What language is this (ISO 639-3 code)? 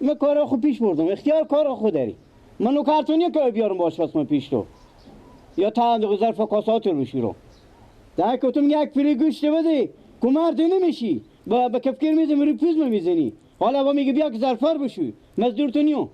fas